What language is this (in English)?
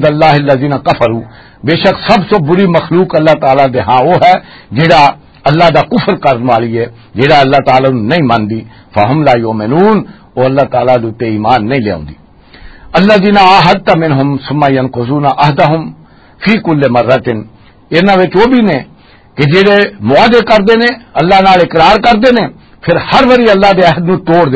Western Panjabi